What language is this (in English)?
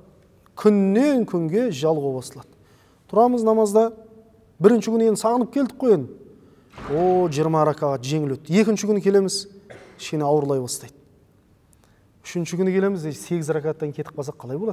Kazakh